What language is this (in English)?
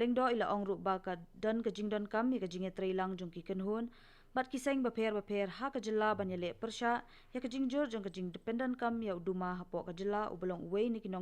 Khasi